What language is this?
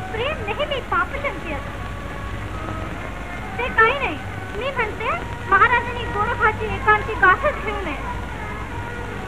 Marathi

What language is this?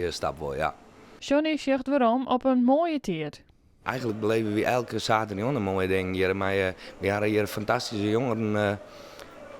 Western Frisian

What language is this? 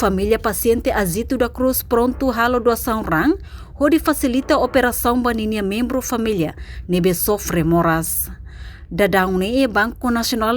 Tetum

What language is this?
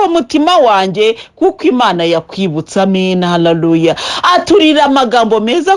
Kinyarwanda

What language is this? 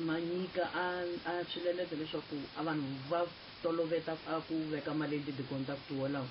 Tsonga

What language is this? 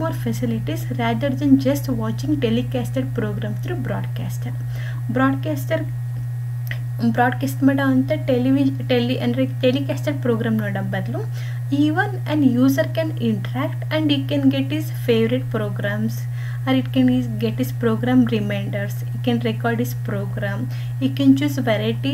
Kannada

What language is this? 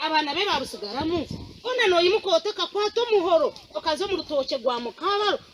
Nyankole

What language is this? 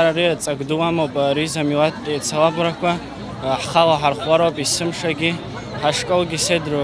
Abkhazian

